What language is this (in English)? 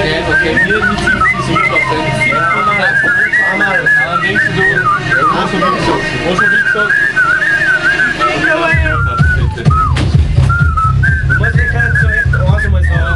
German